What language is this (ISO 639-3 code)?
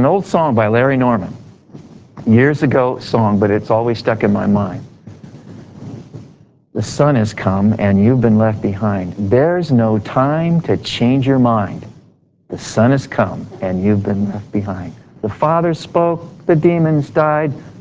eng